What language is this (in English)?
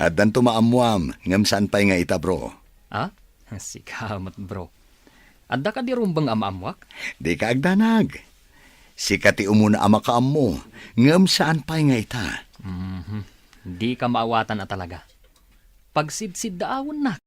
Iloko